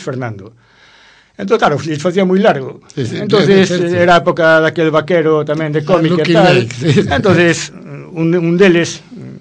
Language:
Galician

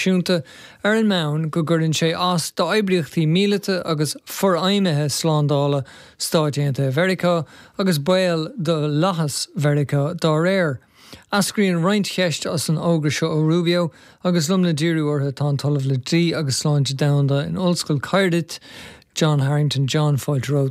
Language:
Irish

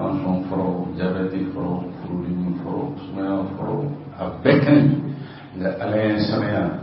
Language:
Bambara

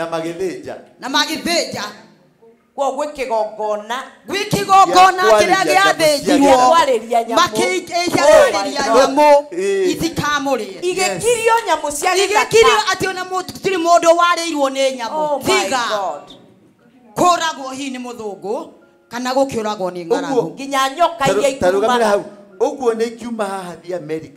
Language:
Kikuyu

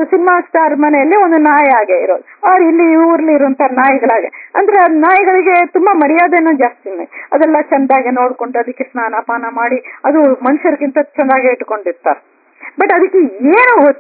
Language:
Kannada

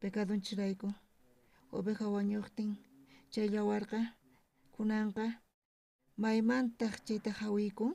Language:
South Bolivian Quechua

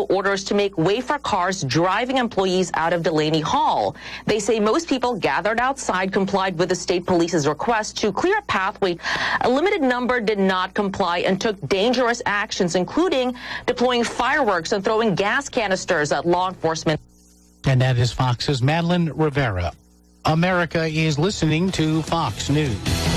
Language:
English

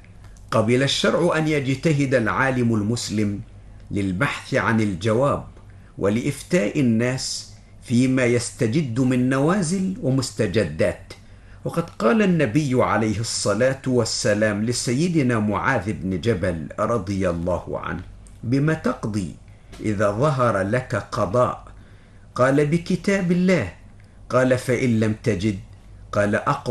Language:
Arabic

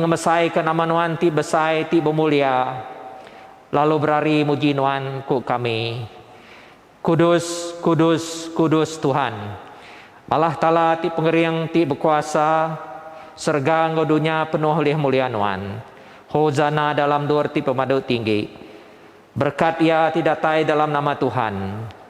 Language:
Iban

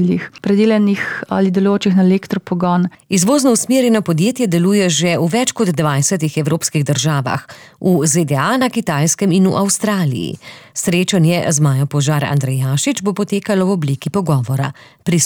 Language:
Slovenian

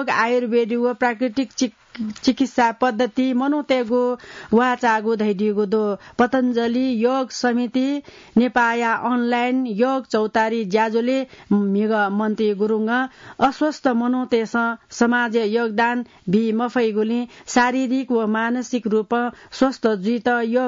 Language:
Newari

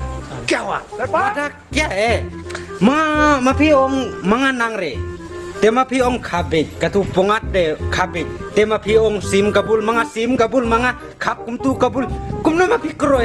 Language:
Khasi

